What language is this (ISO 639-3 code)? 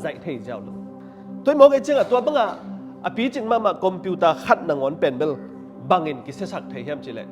ctd